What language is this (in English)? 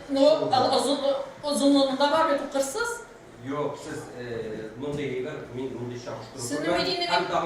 Tatar